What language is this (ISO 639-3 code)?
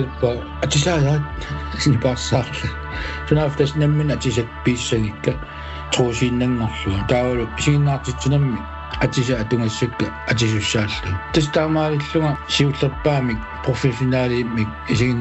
kal